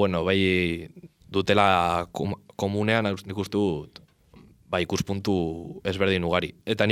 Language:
Basque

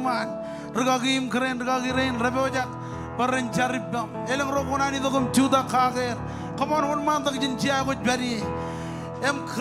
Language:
Marshallese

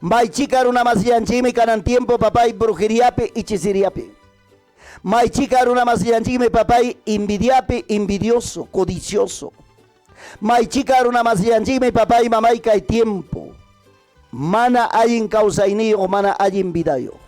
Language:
Ayacucho Quechua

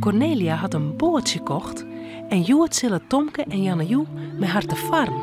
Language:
Western Frisian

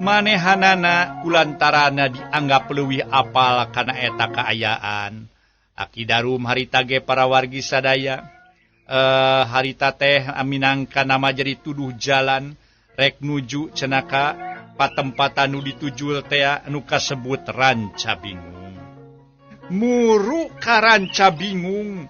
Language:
Sundanese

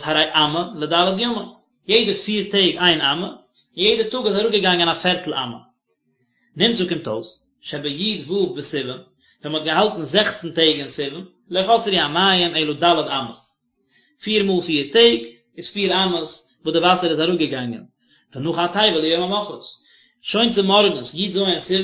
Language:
Yiddish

